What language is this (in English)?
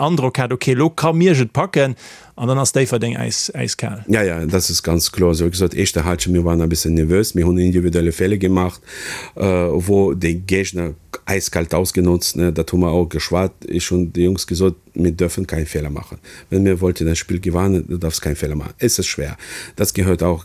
Luxembourgish